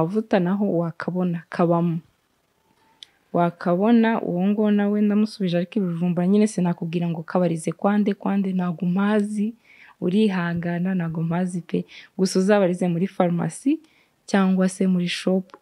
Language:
Kinyarwanda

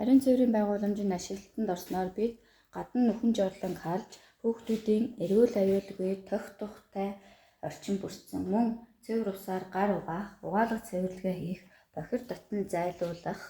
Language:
Mongolian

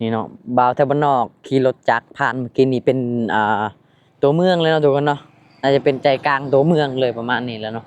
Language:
Lao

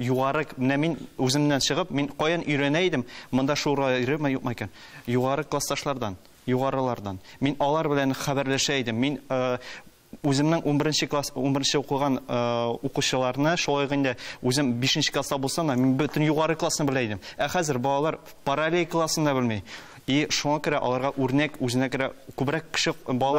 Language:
Tatar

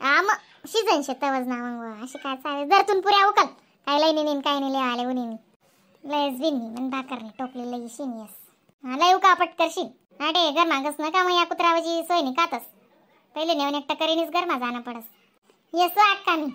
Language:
Khandesi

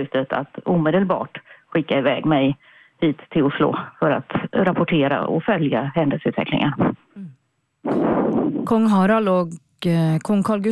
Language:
Norwegian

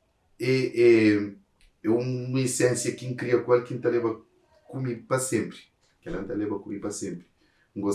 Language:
Kabuverdianu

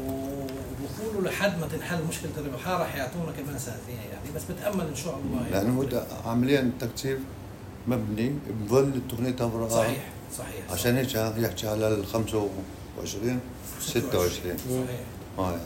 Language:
North Levantine Arabic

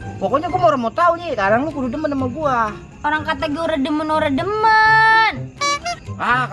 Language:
Betawi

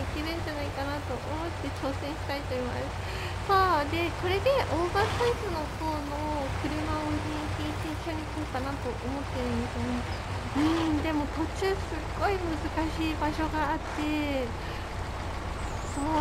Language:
Japanese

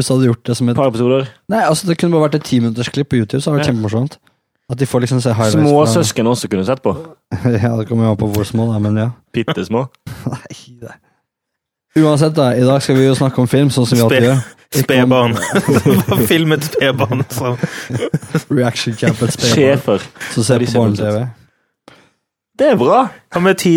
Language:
Norwegian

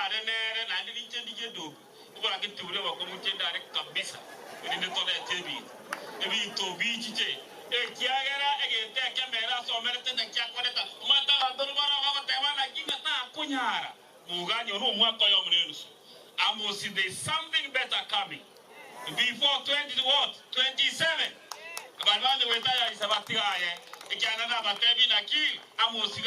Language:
Gusii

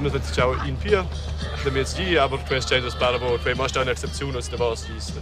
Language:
Romansh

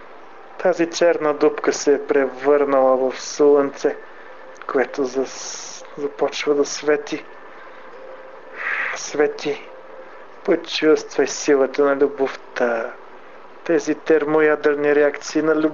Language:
Bulgarian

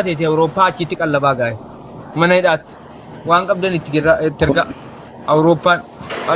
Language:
Oromo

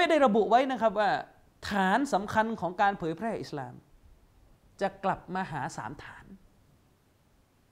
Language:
Thai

